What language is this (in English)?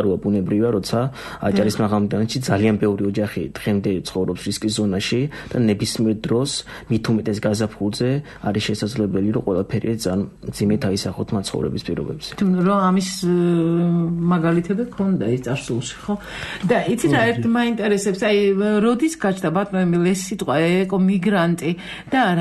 Georgian